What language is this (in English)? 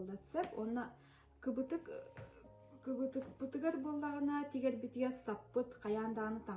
Yakut